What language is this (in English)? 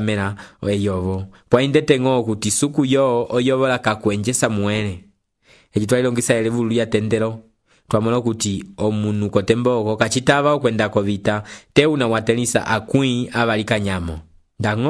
Umbundu